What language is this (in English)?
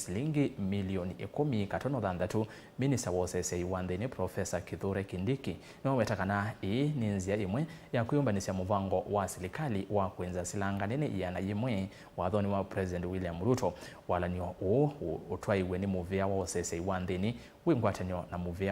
Kamba